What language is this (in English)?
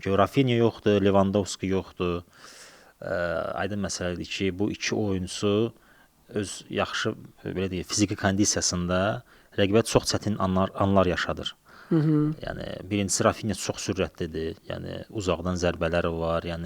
Azerbaijani